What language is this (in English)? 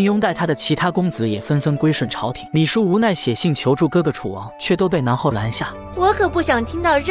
Chinese